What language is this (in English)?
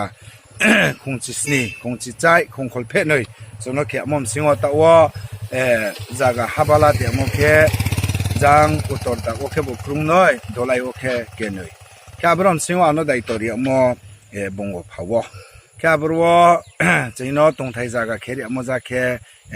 Riang (India)